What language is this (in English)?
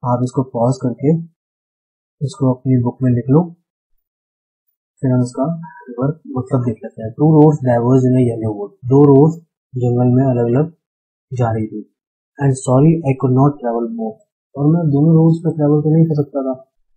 Hindi